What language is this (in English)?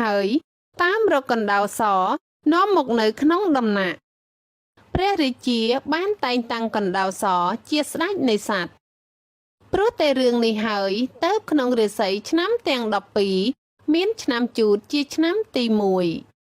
Khmer